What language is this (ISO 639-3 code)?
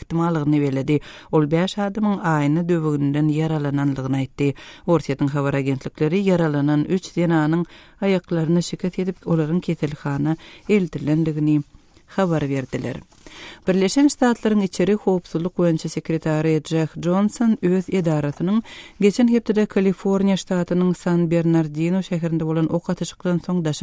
tuk